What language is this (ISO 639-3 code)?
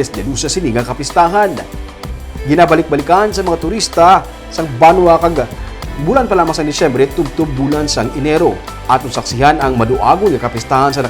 hil